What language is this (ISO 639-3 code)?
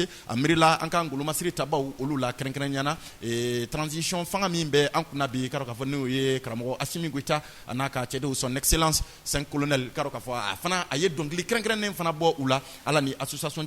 bam